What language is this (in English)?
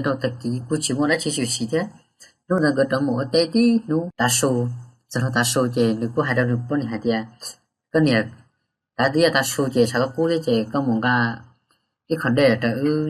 Hmong